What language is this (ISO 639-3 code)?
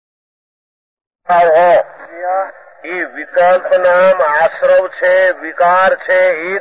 guj